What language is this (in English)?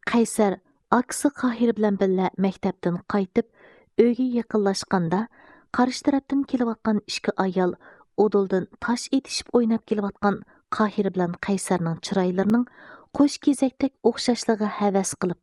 Uyghur